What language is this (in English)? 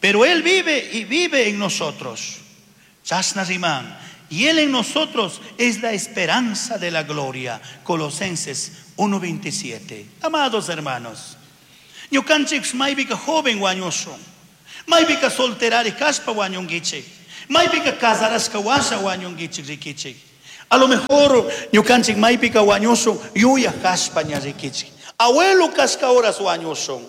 Chimborazo Highland Quichua